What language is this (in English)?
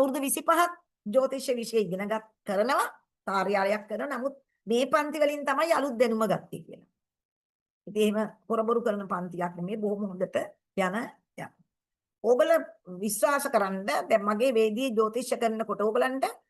Sinhala